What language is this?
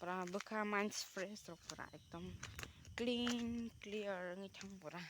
Kok Borok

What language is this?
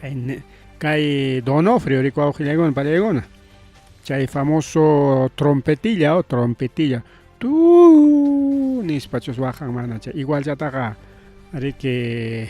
Ayacucho Quechua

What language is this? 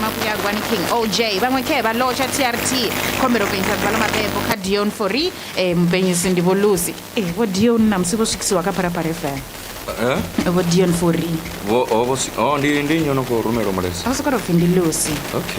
Venda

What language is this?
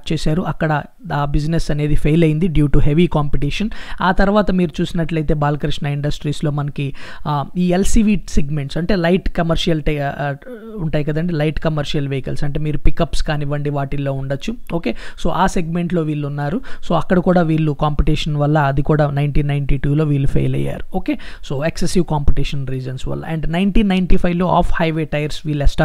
Telugu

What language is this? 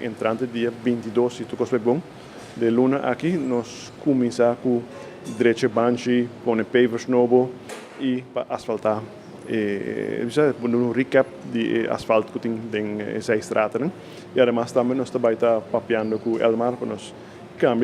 Papiamento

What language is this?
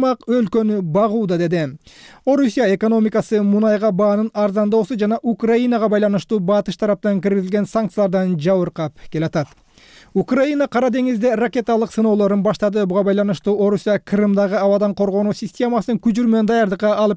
Kyrgyz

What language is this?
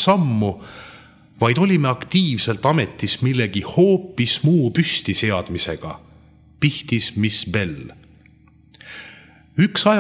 Estonian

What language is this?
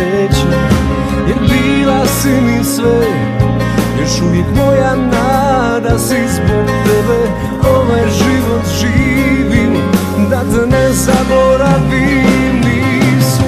Serbian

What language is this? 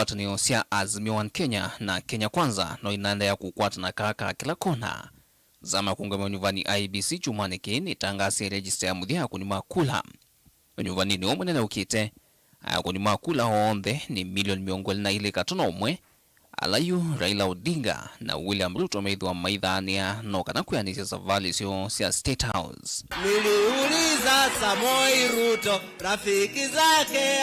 Kamba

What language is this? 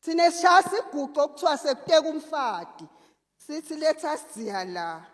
Zulu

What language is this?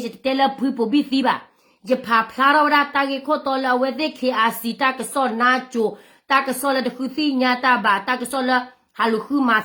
S'gaw Karen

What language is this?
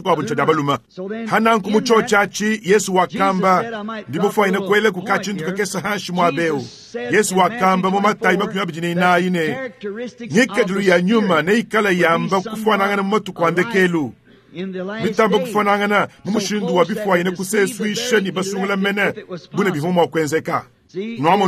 Luba-Lulua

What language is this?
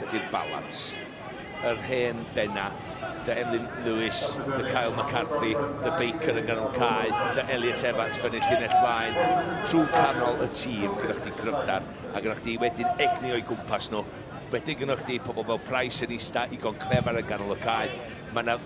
Welsh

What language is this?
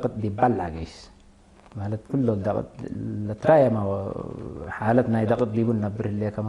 Tigre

